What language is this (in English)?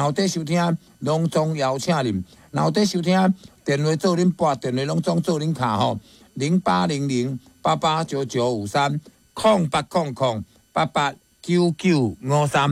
Min Nan Chinese